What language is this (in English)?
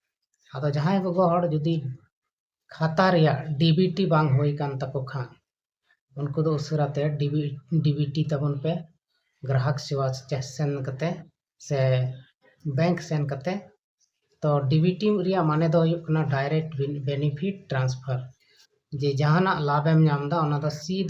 Santali